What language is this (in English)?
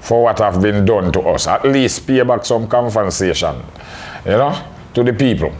Jamaican Creole English